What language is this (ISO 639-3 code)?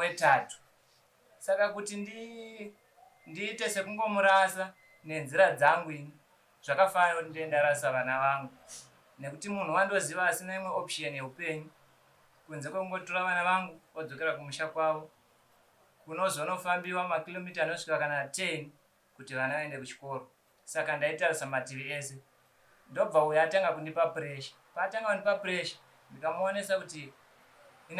sna